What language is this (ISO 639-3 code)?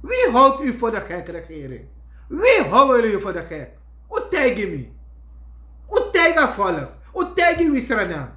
srn